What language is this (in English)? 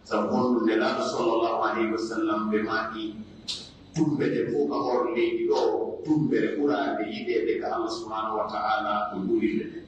Pular